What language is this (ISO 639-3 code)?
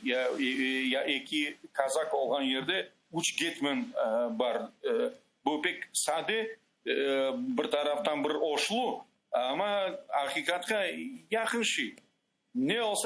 crh